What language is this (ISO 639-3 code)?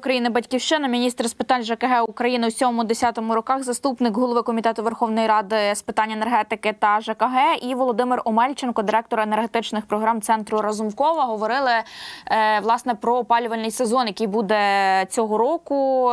ukr